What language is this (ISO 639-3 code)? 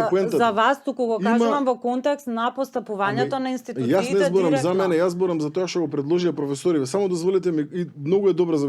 mkd